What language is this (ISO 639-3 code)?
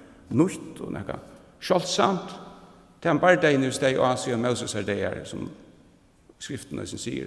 fao